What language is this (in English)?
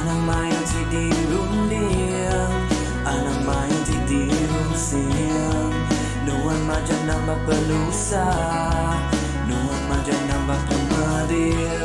Iban